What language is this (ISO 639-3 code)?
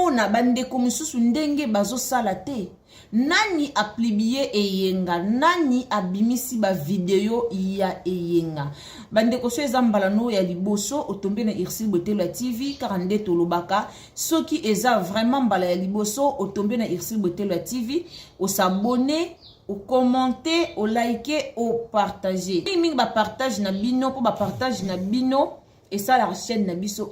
lin